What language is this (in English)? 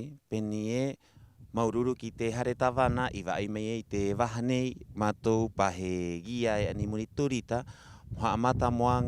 Rapanui